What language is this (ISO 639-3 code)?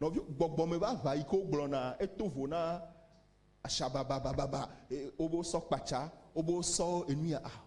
ewe